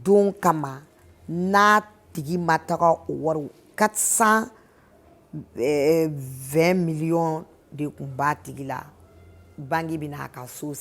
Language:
Bambara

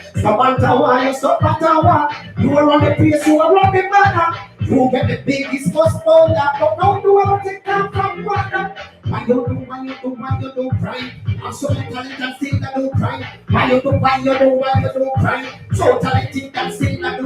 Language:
Jamaican Creole English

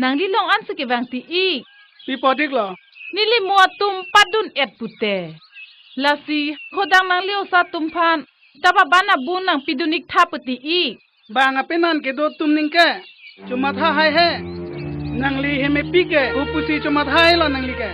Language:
Karbi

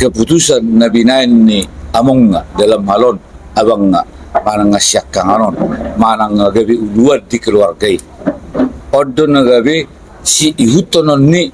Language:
Batak Toba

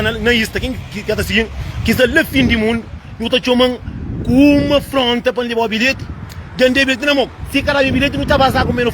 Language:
Kabuverdianu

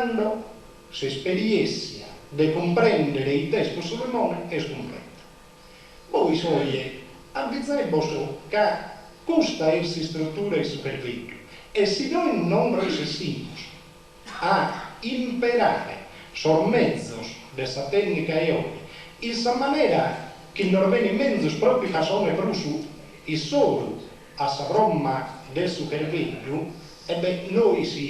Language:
Sardinian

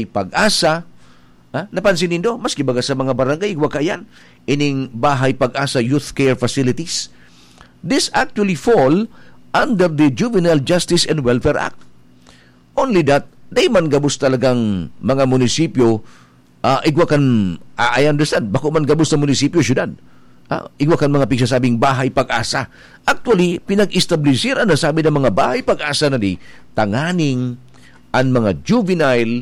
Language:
Bikol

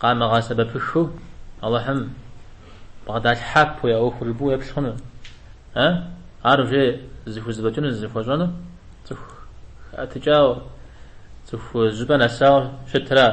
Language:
Kabardian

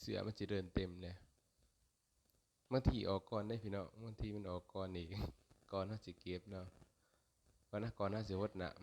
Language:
Lao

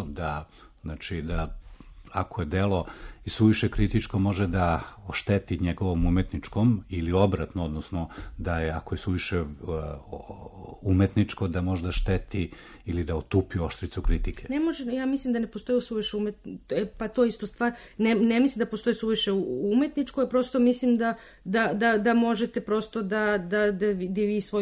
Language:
Serbian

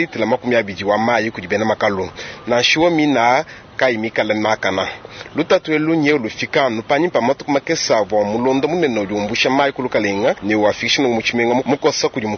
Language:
Luba-Lulua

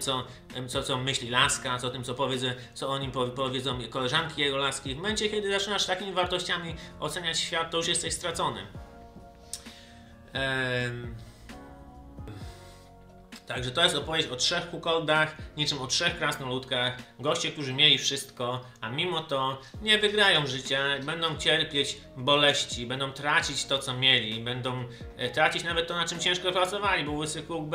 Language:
Polish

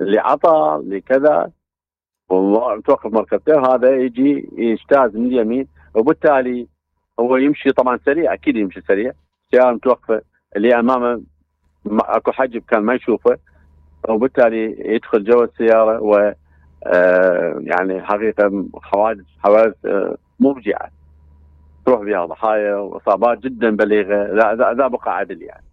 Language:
Mesopotamian Arabic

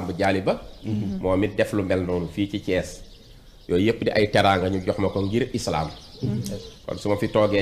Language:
Wolof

